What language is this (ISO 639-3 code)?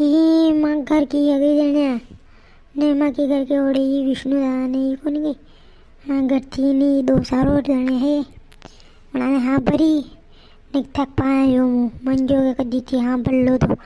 raj